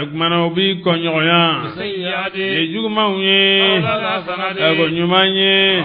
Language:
Bambara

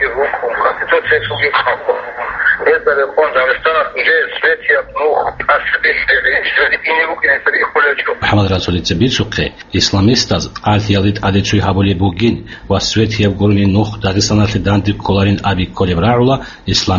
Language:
Avaric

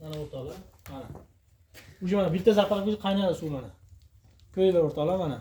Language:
Uzbek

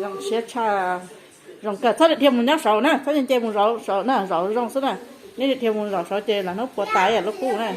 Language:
Hmong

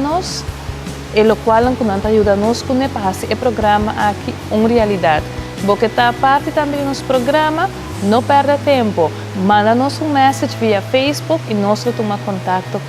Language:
Papiamento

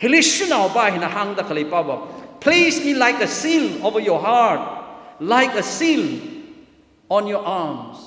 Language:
Tangkhul Naga (India)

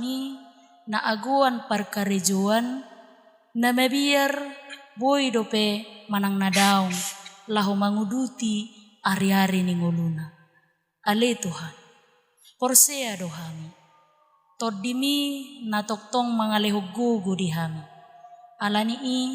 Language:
Batak Toba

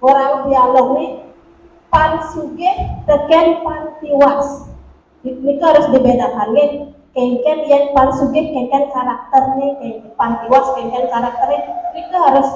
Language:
Balinese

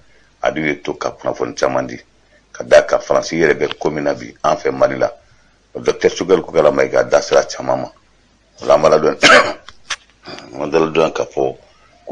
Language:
Bambara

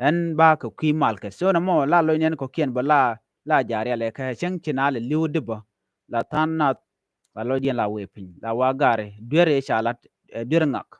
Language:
Nuer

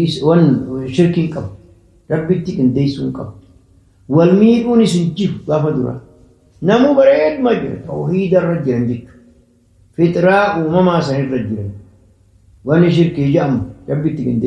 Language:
Oromo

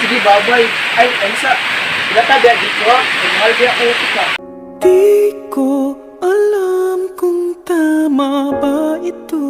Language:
Cebuano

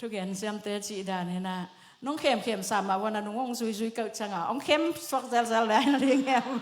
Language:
Tedim Chin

